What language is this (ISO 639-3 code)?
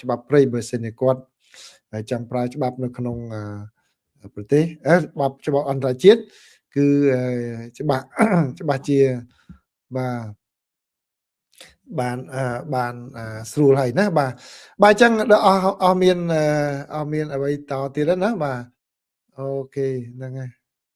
khm